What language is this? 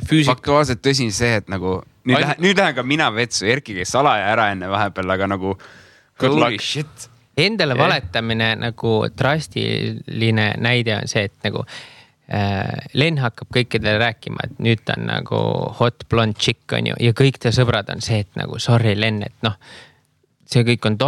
Estonian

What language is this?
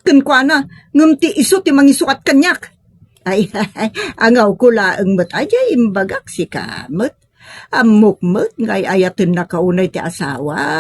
Iloko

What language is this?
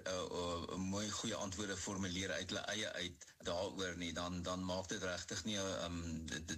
Afrikaans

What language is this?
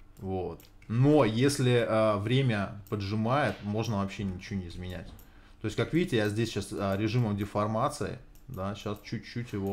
Russian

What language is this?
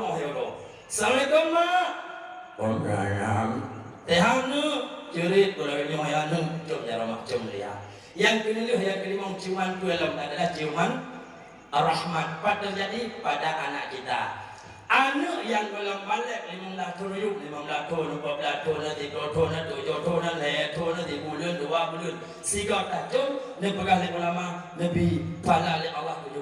Achinese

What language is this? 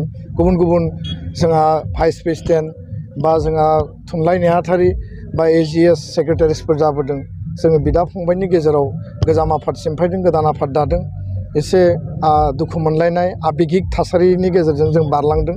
Bodo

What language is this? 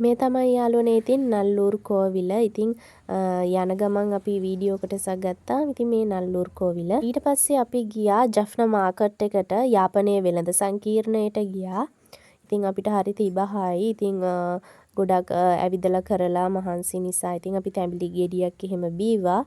Sinhala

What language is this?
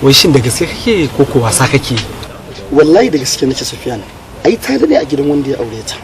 Hausa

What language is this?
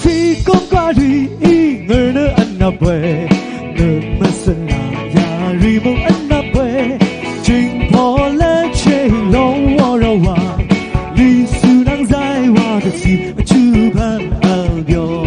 Kachin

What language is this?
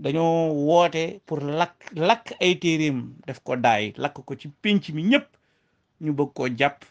Wolof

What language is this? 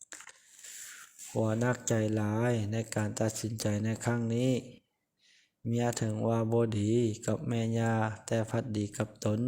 Lao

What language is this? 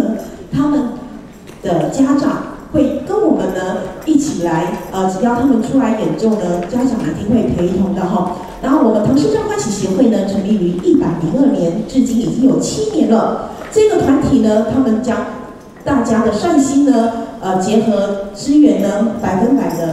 Chinese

